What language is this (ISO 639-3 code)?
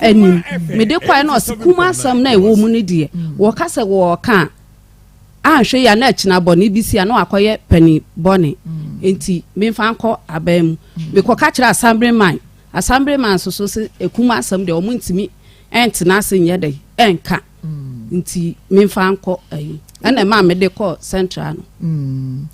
aka